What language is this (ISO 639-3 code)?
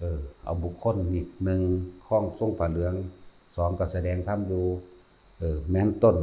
tts